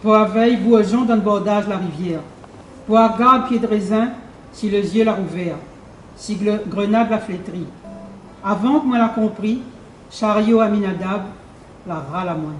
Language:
Réunion Creole French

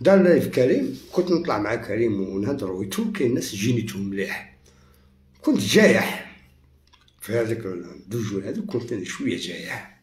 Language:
Algerian Arabic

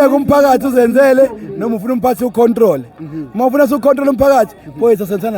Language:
Zulu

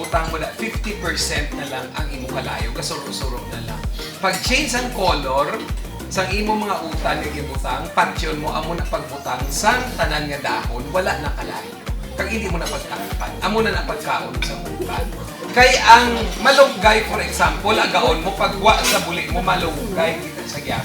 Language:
Hiligaynon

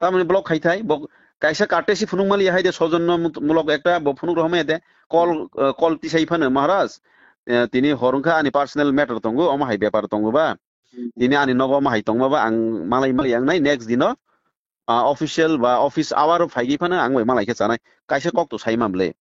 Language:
Kok Borok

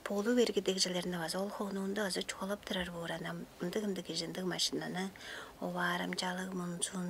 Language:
Tuvinian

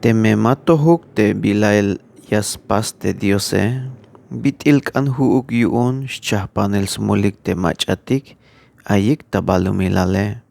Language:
Tzeltal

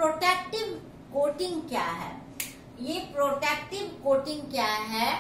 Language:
Hindi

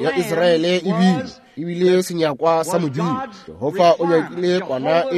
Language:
Northern Sotho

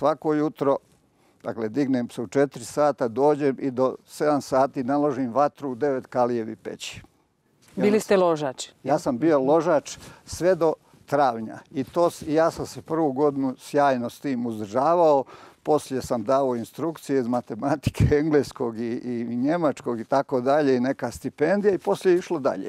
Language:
Croatian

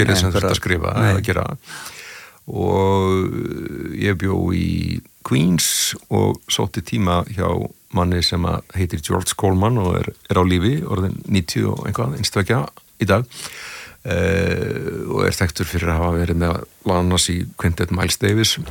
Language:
Icelandic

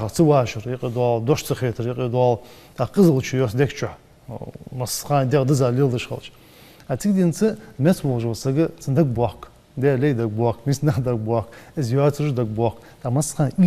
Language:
Ingush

